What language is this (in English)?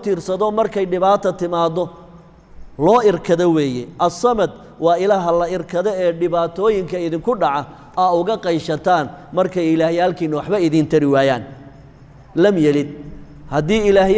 Somali